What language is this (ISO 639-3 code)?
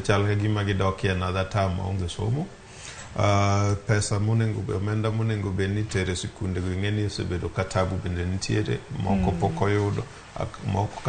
luo